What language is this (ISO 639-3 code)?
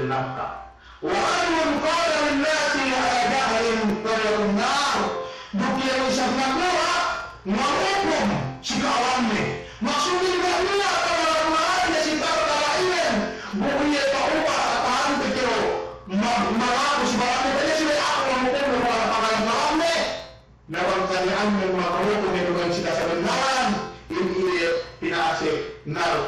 yka